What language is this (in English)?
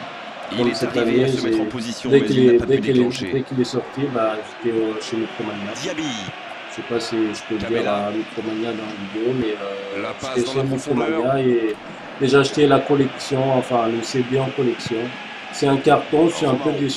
French